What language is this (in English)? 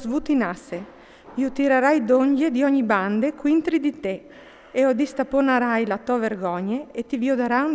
Friulian